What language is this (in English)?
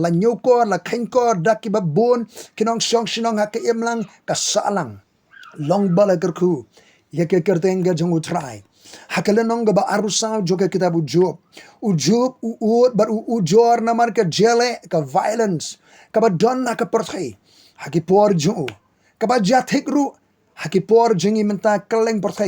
Khasi